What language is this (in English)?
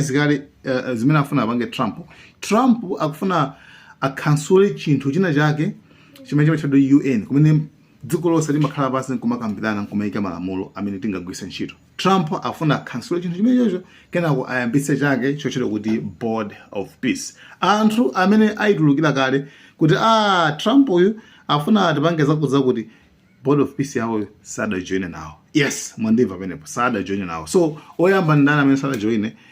Nyanja